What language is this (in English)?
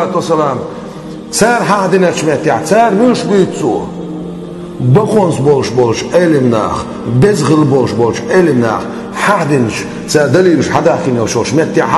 Chechen